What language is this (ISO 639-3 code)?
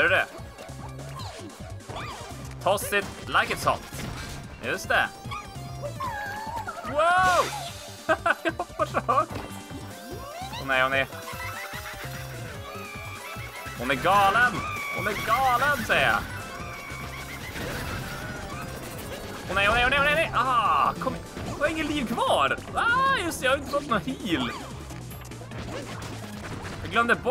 swe